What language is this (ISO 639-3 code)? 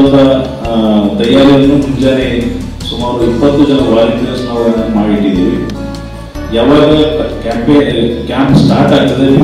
kan